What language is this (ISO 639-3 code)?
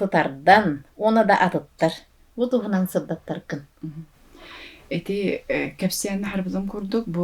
sah